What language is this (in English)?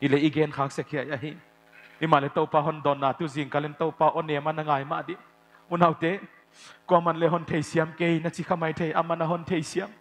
Paite Chin